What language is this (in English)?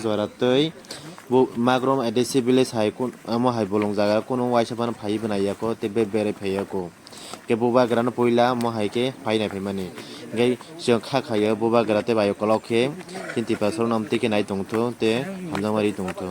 Kok Borok